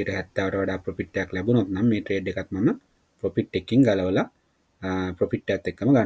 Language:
Sinhala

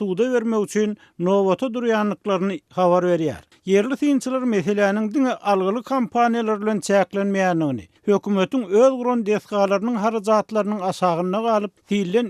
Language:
Turkmen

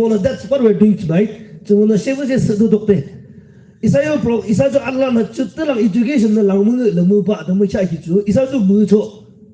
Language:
Yimchungru Naga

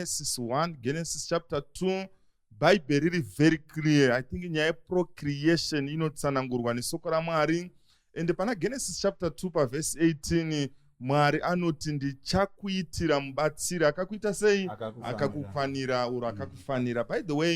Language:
Shona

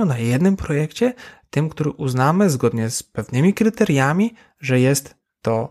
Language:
Polish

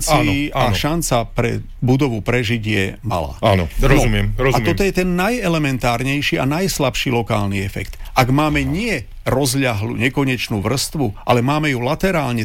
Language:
Slovak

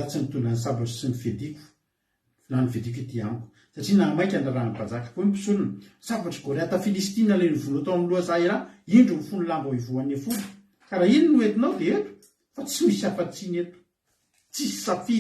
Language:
Malagasy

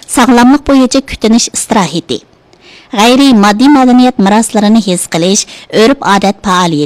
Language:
Uyghur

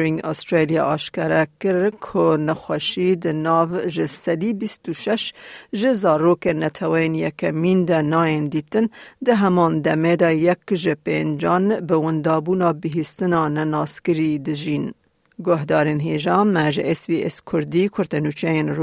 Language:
Kurdish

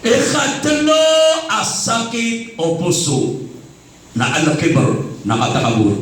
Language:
Maranao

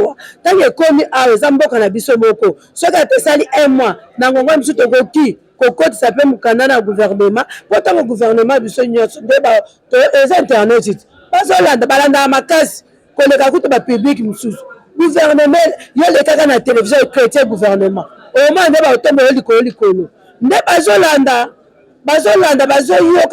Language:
Lingala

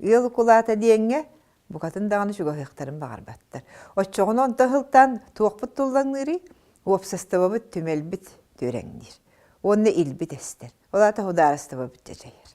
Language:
Yakut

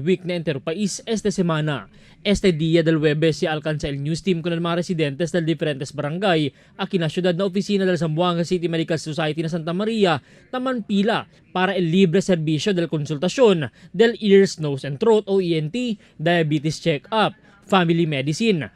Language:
Chavacano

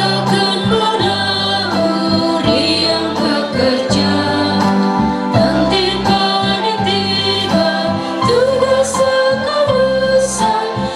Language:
Ma'anyan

